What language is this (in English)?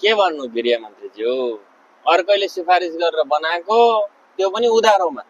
Nepali